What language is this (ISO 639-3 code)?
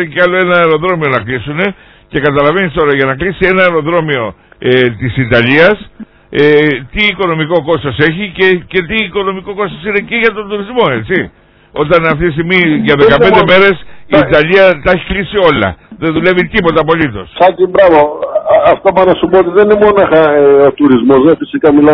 ell